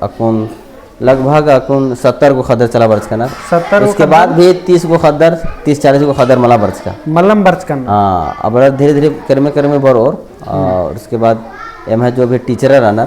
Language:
Kurukh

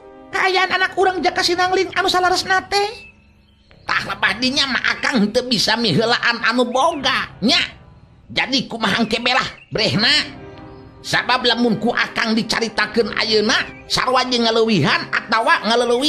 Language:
Sundanese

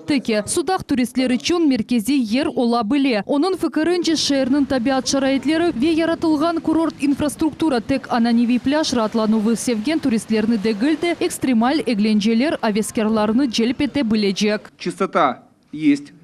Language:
Crimean Tatar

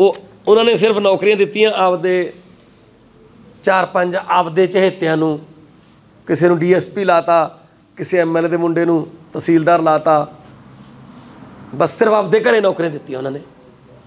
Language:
Punjabi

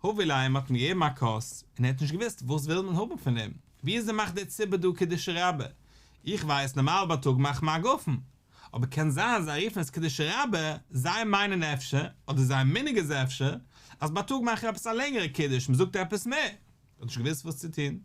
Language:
Yiddish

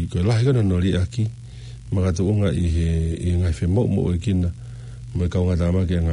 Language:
Tongan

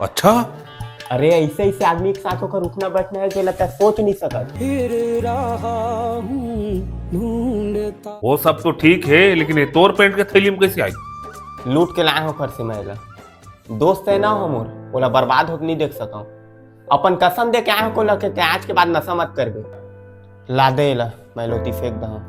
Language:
Chhattisgarhi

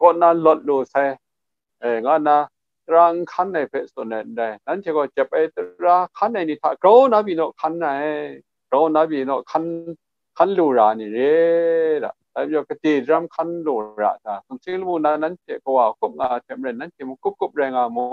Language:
Kachin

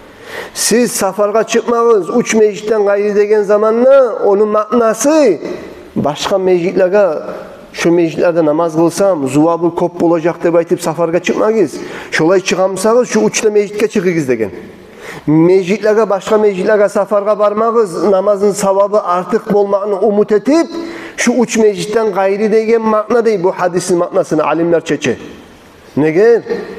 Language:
Kumyk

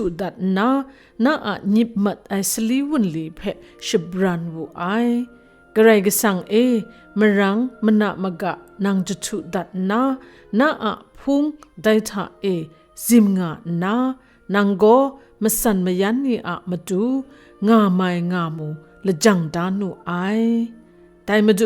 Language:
Kachin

